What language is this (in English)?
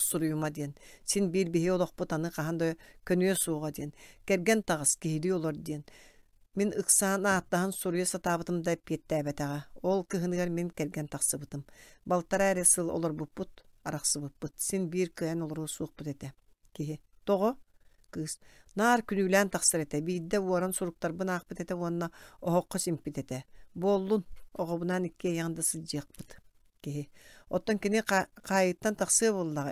Yakut